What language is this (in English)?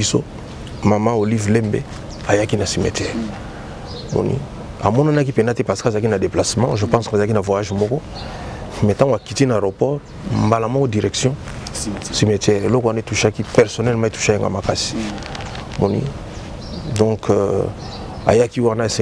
Lingala